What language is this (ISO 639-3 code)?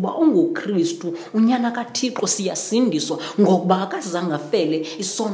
xho